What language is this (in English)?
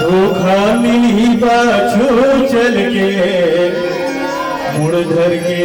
Chhattisgarhi